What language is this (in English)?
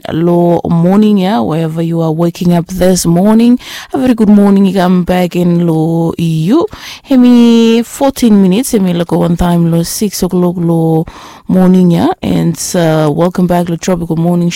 Bislama